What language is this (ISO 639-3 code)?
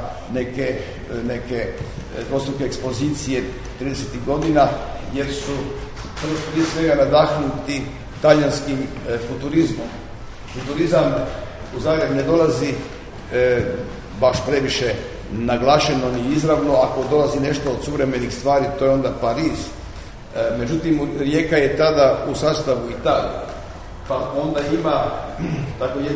hrv